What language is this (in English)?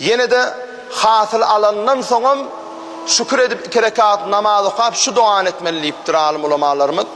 Turkmen